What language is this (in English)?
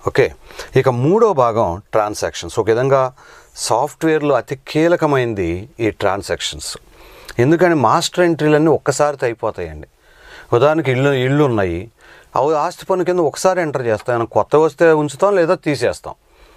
Telugu